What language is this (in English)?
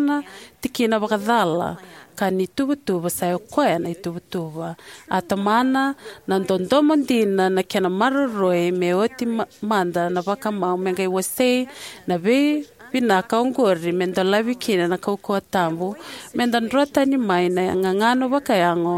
Fijian